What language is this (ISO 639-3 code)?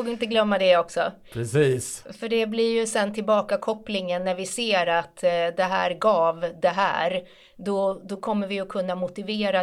swe